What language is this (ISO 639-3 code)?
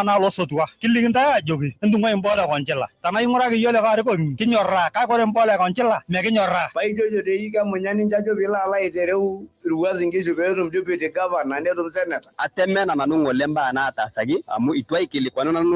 mas